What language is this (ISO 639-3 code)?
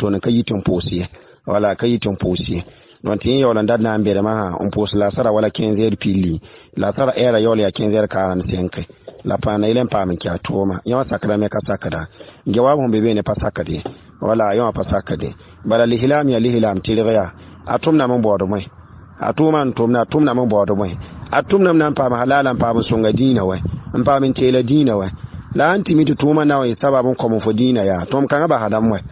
mos